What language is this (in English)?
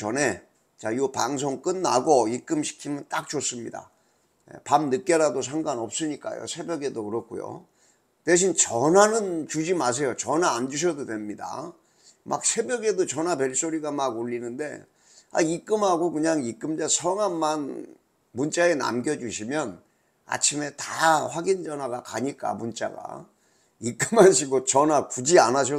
Korean